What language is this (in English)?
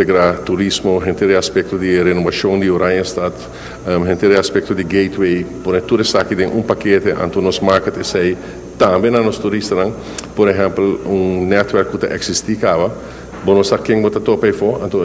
Papiamento